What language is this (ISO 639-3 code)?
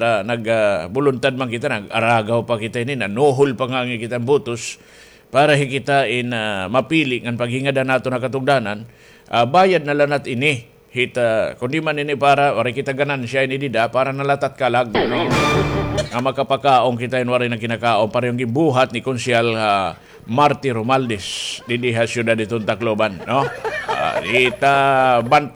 war